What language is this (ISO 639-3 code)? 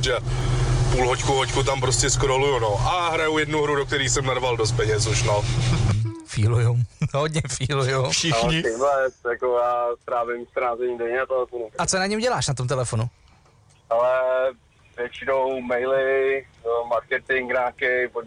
ces